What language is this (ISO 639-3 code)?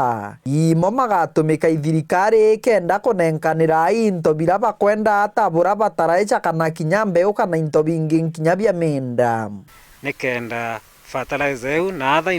mer